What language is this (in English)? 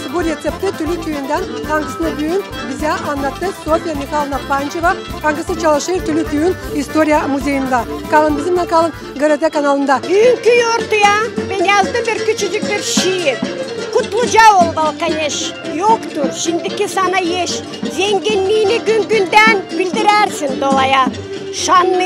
Gagauz